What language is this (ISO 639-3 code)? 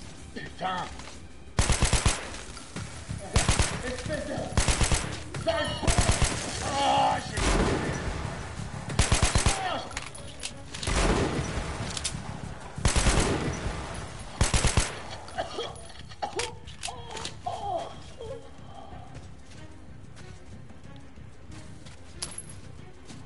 fra